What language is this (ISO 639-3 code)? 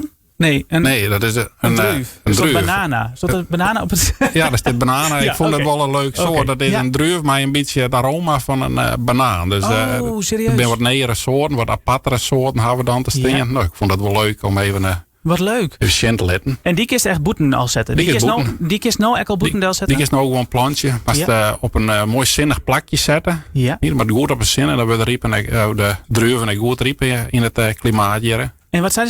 fry